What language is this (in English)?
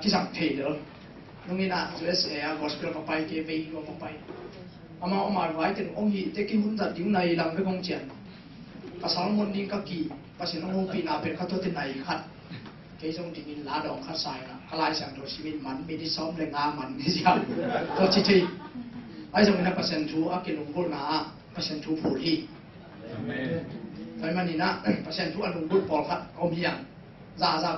Tedim Chin